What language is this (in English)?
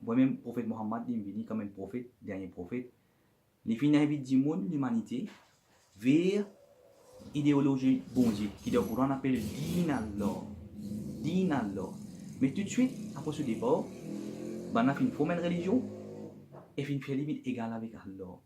Morisyen